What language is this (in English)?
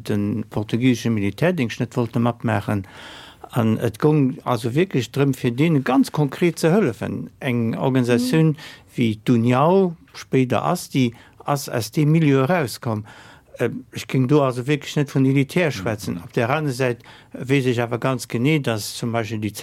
Luxembourgish